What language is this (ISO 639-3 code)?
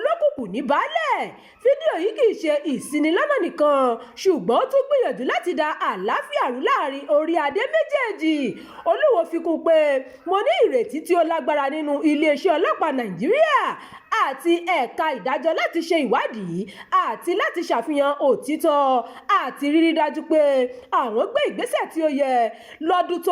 yor